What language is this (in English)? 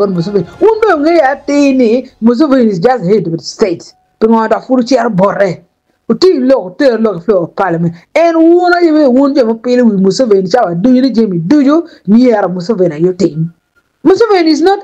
Acoli